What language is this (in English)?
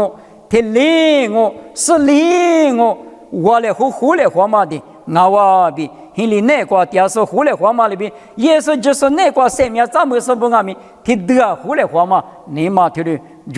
Lisu